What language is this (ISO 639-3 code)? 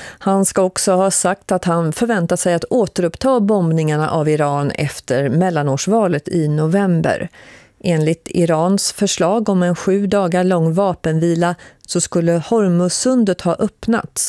swe